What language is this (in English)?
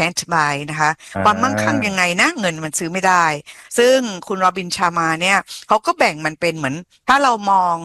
Thai